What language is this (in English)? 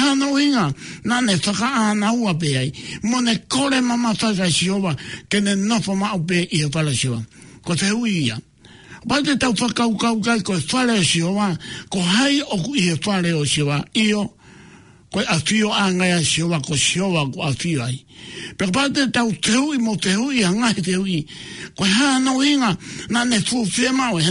Tongan